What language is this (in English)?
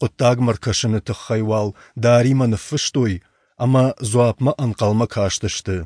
Ossetic